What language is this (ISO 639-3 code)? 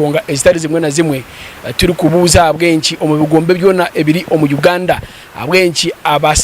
nyn